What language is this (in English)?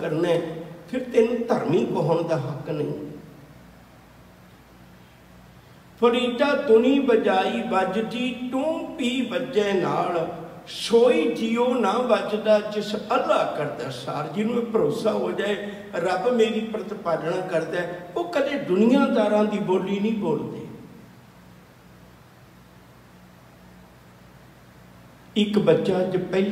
Punjabi